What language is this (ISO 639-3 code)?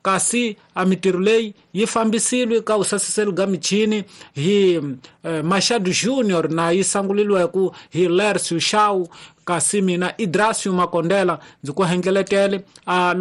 tso